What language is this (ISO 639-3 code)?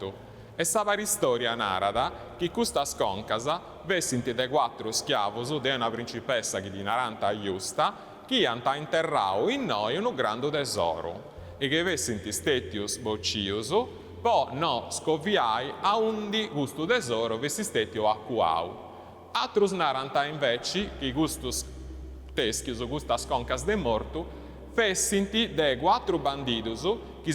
srd